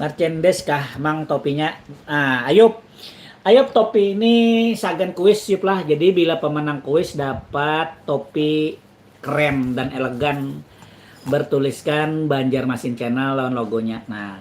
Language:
Banjar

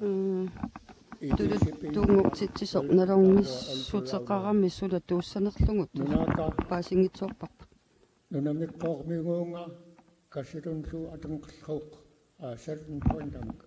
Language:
Kalaallisut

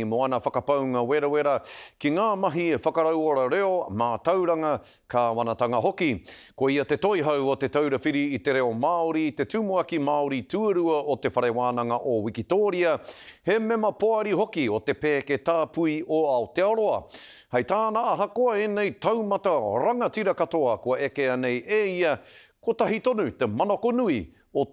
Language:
Māori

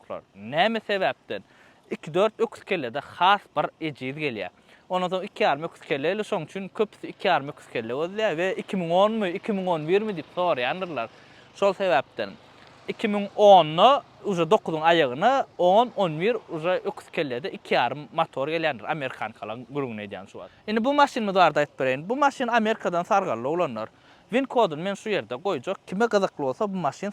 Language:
Turkmen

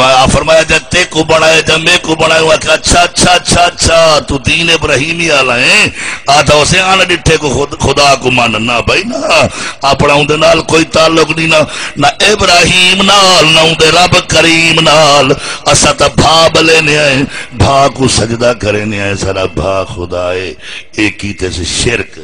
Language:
Saraiki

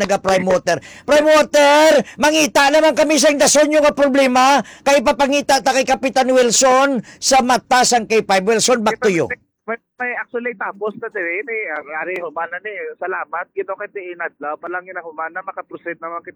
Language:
Hiligaynon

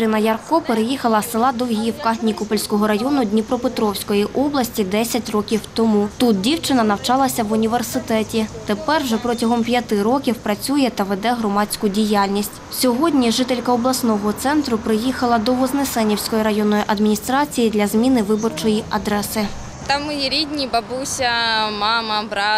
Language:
Ukrainian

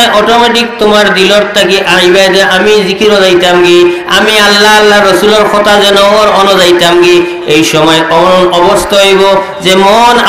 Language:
Sylheti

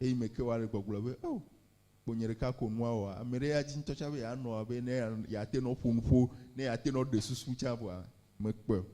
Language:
Ewe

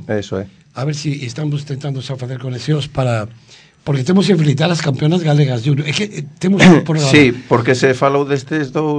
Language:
Galician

